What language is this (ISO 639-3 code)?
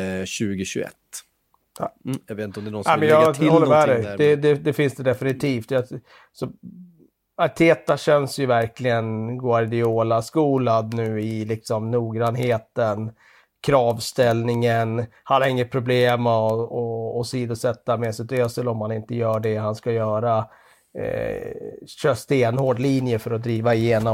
swe